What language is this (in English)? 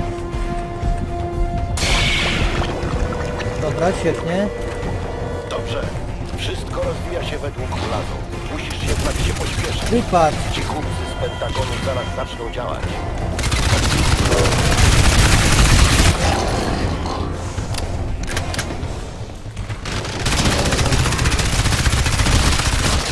Polish